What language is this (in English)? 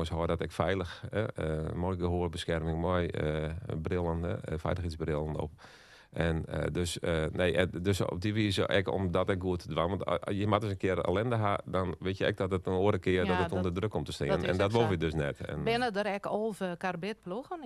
Western Frisian